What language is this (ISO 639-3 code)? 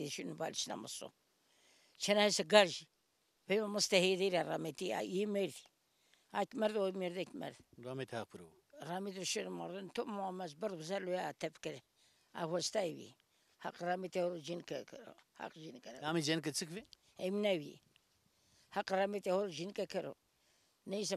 zza